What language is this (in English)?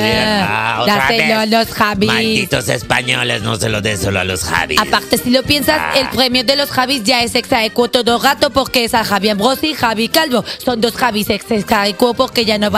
Spanish